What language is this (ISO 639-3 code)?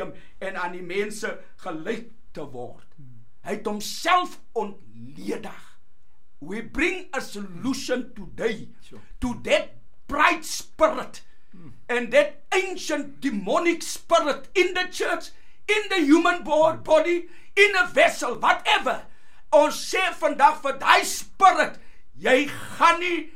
afr